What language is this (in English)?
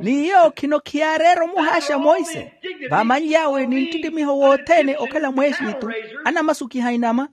Makhuwa